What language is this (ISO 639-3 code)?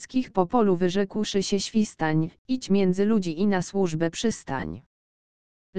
pol